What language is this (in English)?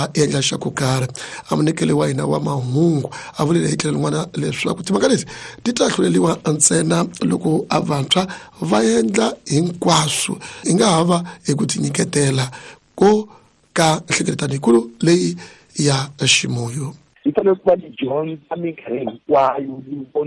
Tsonga